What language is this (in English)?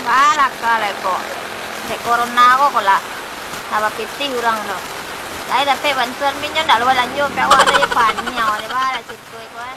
Minangkabau